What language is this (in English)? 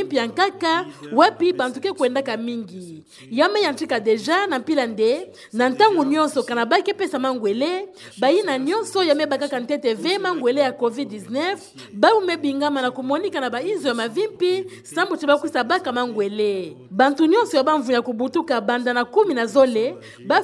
Kituba (Democratic Republic of Congo)